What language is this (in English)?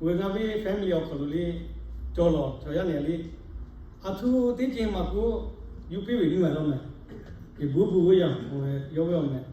Lahu